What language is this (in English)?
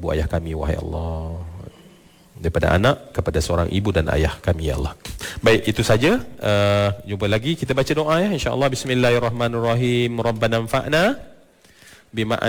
Malay